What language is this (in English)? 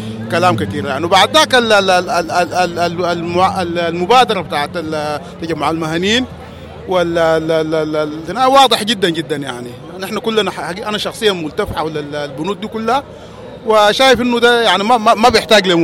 Sudanese Arabic